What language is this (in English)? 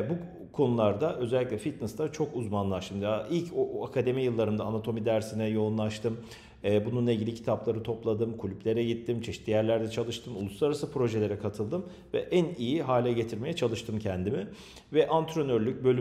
Turkish